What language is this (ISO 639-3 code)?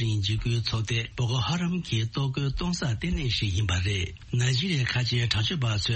bod